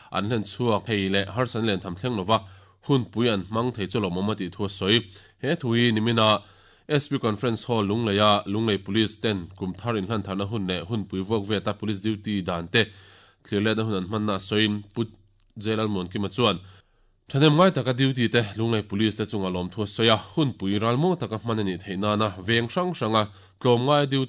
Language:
Mizo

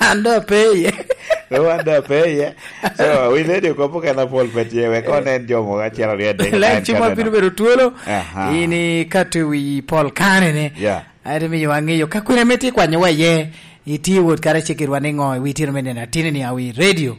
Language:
Lango (Uganda)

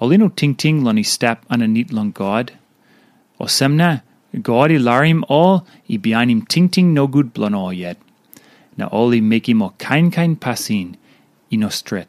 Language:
Tok Pisin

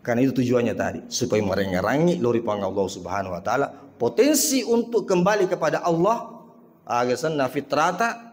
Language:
Buginese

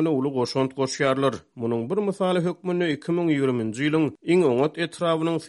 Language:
Turkmen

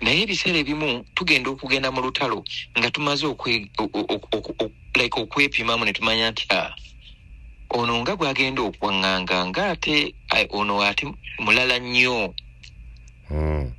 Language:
Ganda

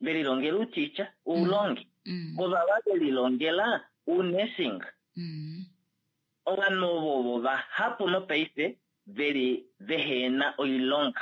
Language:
Kuanyama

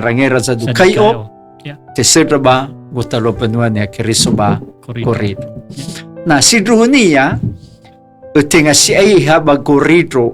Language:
Nias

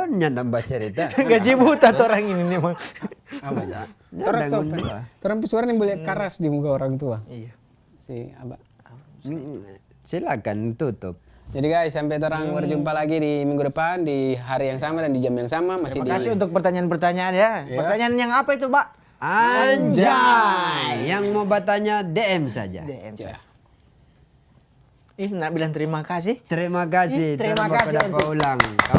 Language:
Manado Malay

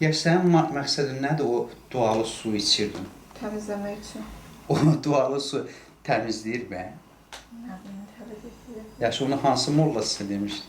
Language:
Azerbaijani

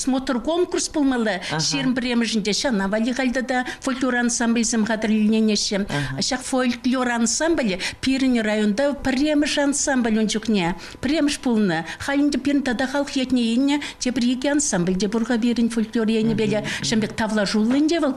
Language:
Chuvash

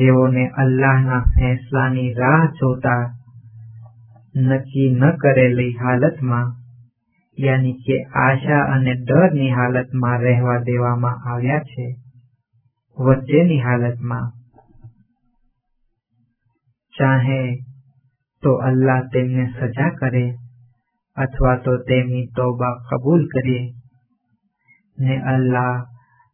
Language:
Gujarati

